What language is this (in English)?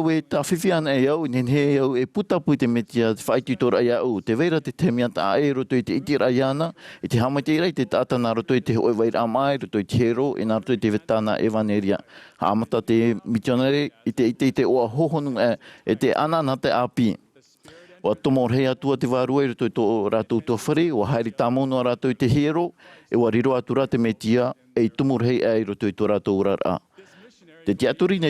Tahitian